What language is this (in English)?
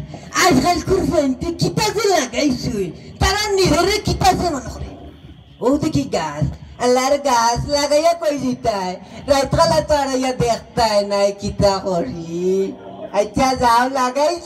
Sylheti